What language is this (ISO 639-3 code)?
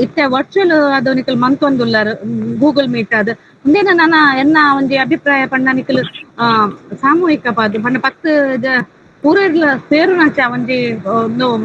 tcy